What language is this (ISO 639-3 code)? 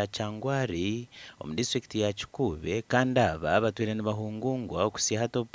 nyn